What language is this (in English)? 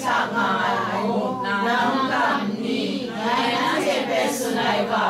Kachin